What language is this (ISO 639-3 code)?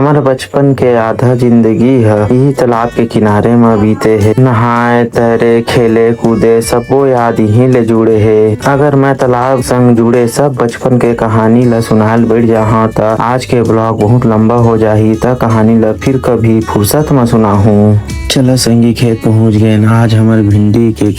hne